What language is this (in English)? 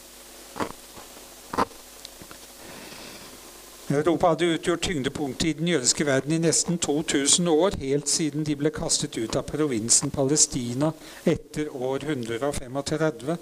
Norwegian